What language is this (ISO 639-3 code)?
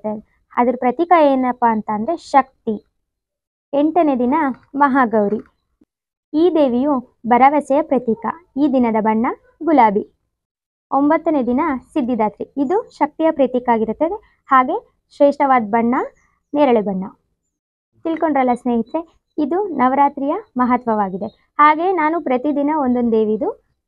kan